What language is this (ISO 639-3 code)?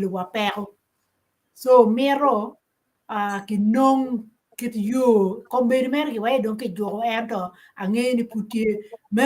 ach